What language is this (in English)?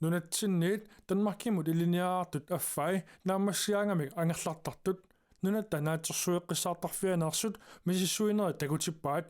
Kalaallisut